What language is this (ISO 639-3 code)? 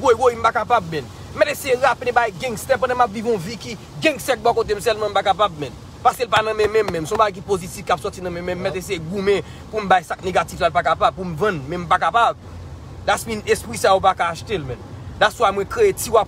hat